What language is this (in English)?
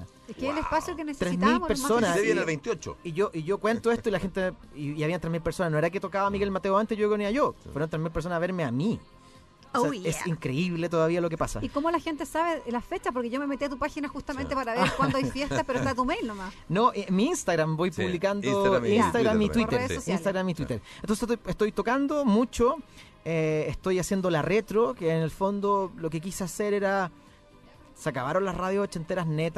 Spanish